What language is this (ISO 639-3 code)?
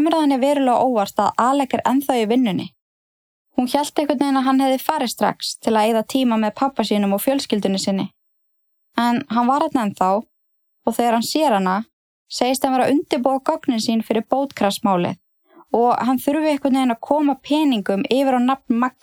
isl